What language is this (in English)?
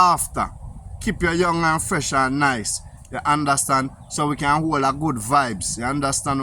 Jamaican Creole English